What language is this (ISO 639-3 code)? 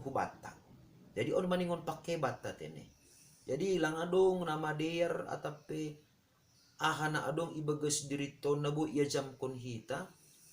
bts